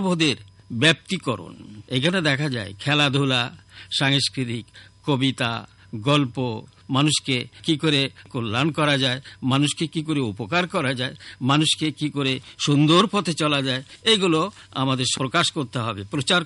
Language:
Bangla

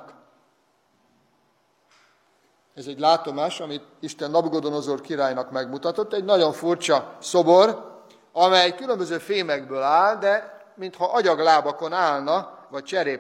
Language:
Hungarian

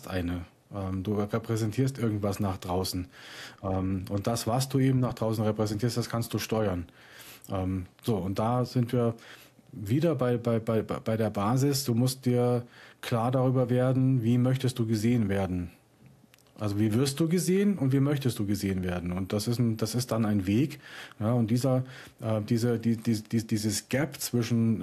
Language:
German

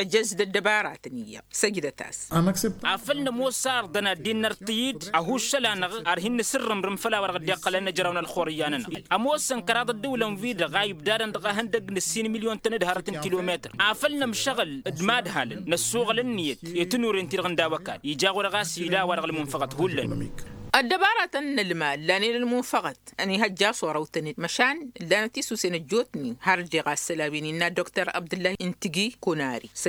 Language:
Tamasheq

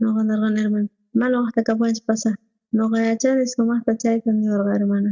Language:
South Bolivian Quechua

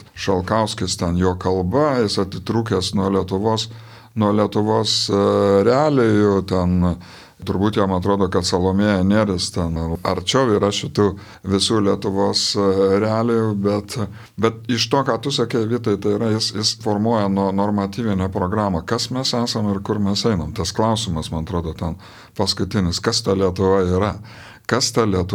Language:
Lithuanian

